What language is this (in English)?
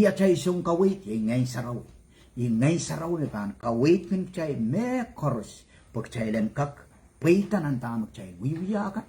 Pohnpeian